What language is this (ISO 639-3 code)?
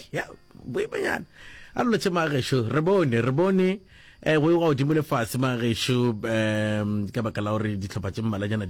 nso